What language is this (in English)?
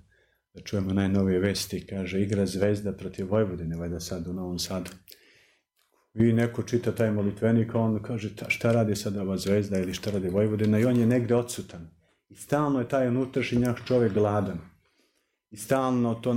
Serbian